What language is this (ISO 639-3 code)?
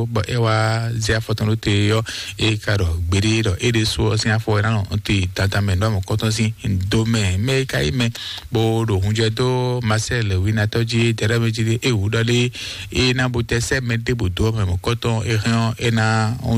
fon